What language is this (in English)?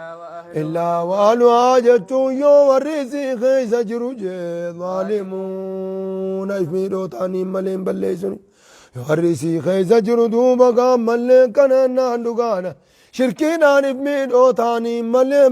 Oromo